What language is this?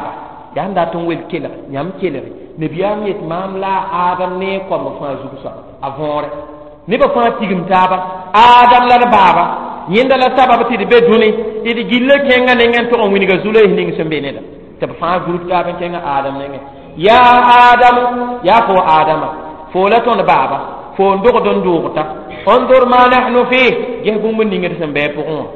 Mossi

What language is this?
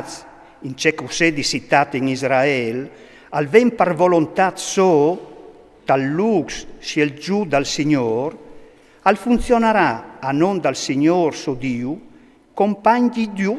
Friulian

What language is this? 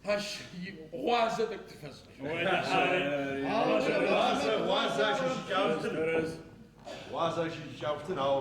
Adyghe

